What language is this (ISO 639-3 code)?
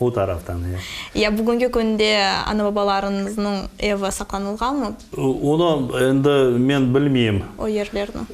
crh